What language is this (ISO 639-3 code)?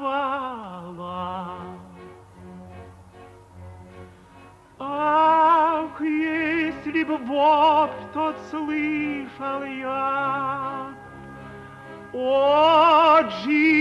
rus